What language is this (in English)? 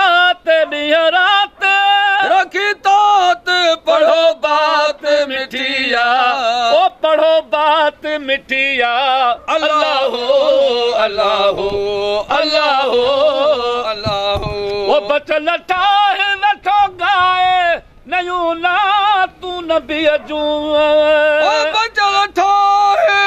Sindhi